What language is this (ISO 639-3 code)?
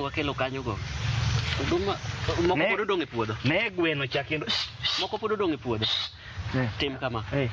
luo